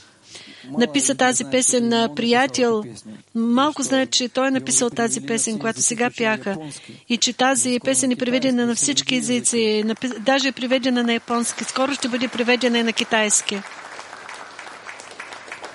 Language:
Bulgarian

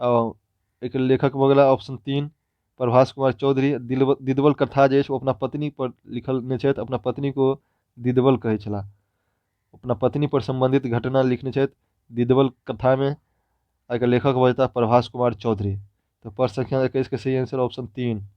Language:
Maithili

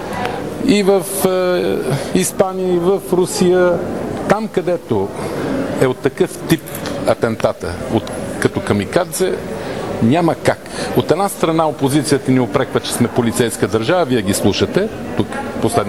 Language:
Bulgarian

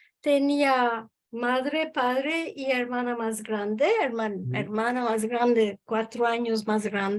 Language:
Ladino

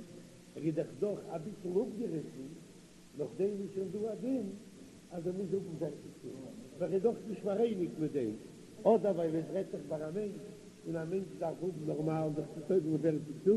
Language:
Yiddish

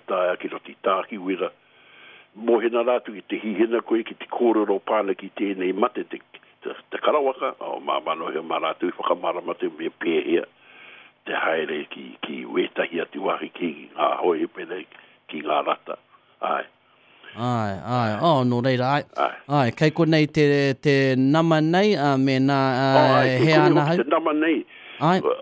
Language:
Māori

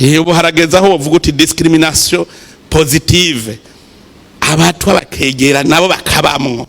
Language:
Rundi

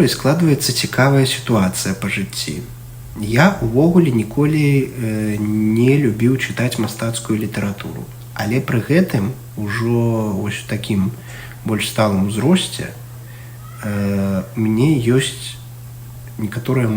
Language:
Belarusian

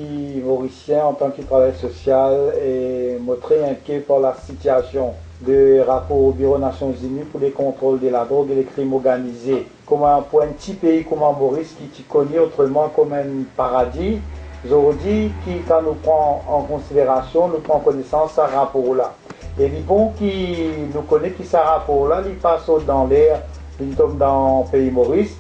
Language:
Morisyen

